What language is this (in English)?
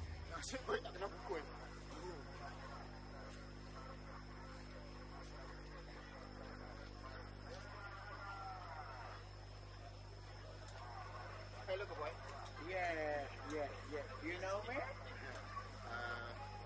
Malay